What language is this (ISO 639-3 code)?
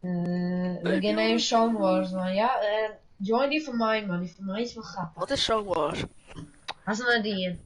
fry